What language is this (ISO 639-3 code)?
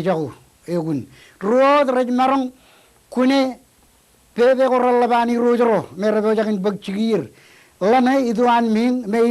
mah